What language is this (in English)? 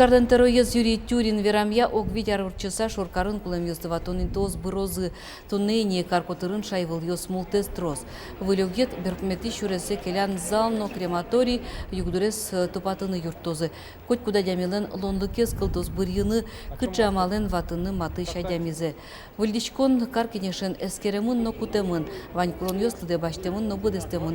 Udmurt